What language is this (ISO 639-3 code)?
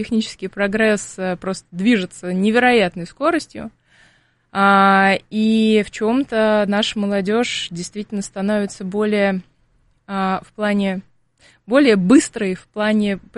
rus